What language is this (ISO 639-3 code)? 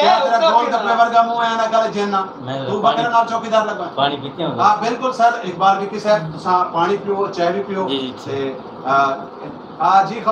skr